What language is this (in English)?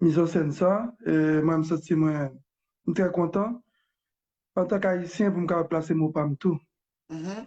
Haitian Creole